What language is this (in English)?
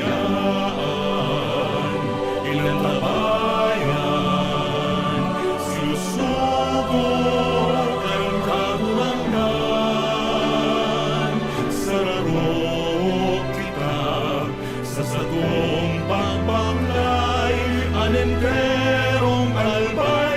Bikol